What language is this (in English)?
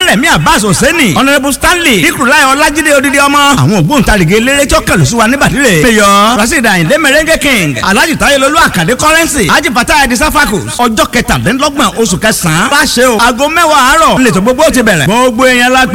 Yoruba